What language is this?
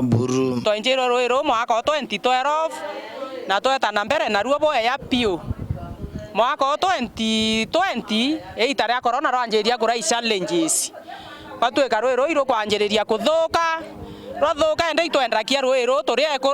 Meru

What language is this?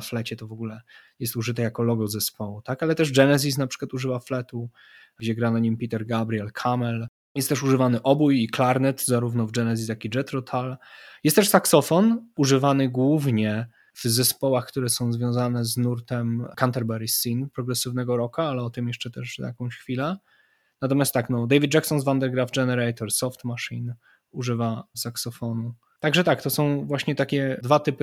Polish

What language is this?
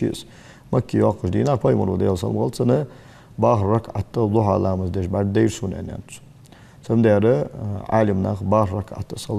Ingush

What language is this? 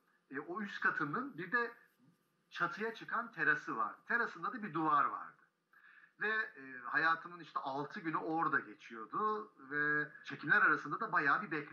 Turkish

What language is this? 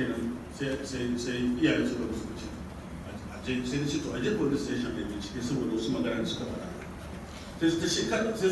Hausa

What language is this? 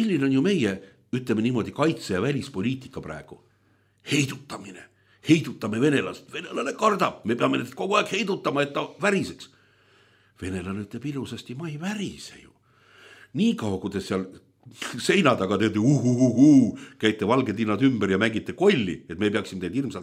Estonian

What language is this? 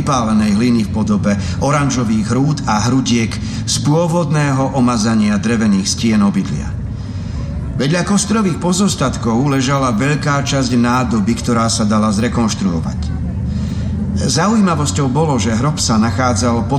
Slovak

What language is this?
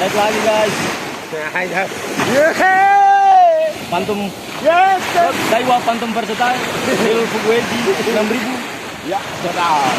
Ambonese Malay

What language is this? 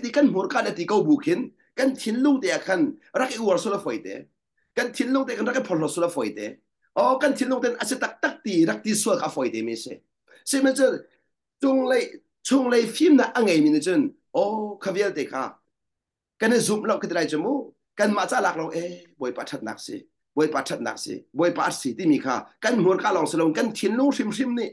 Thai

